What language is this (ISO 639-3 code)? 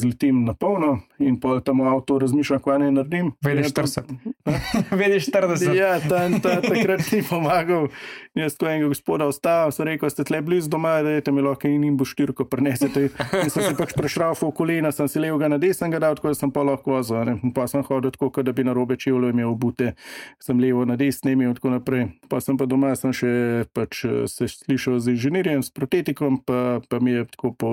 slv